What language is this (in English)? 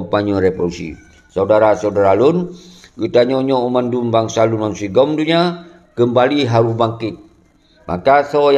Achinese